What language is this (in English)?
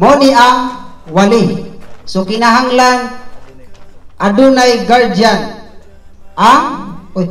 Cebuano